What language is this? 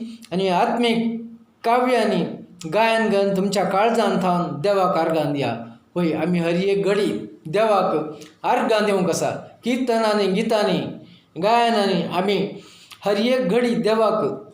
Konkani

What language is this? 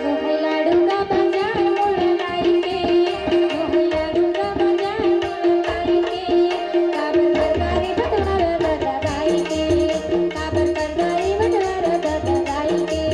Chhattisgarhi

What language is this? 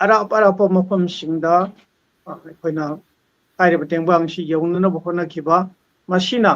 Manipuri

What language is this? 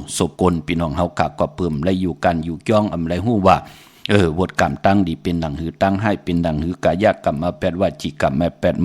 Shan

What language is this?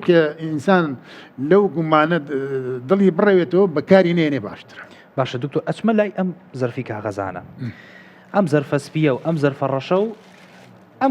Central Kurdish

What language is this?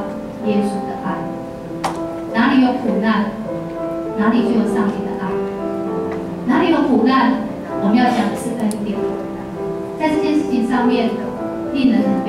Chinese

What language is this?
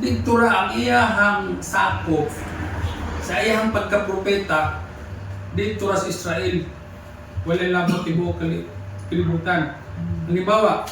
Cebuano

